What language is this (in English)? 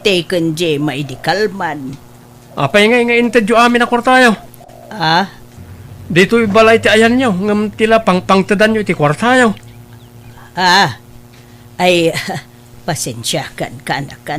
Iloko